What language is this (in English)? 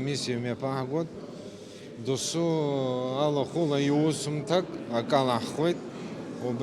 Abkhazian